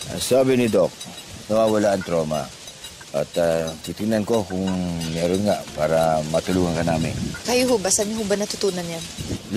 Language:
Filipino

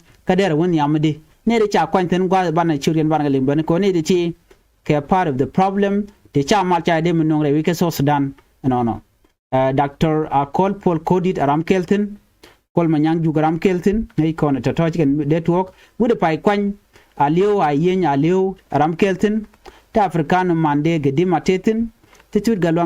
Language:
Nuer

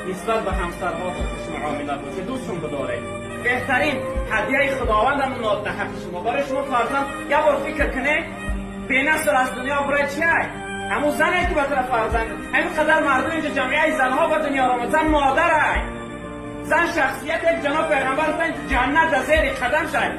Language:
Tajik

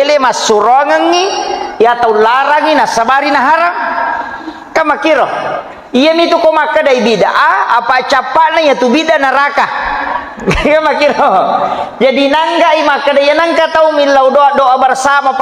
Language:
Buginese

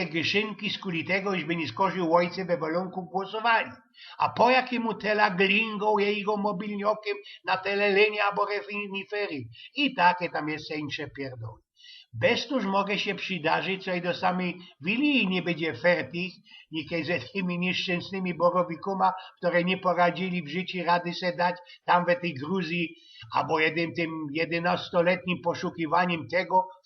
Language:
Silesian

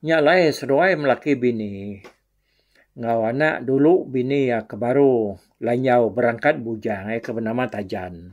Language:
Iban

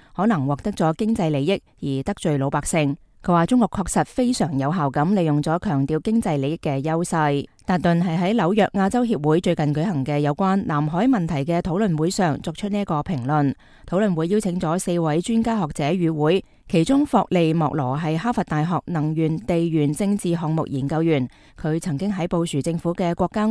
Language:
Cantonese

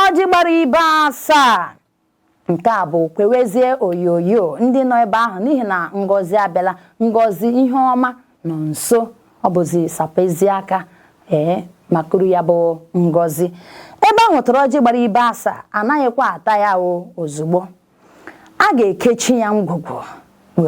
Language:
Igbo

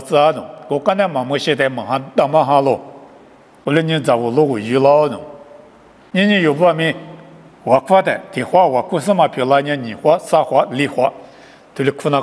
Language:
Lisu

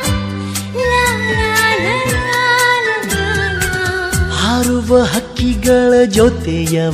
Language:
Kannada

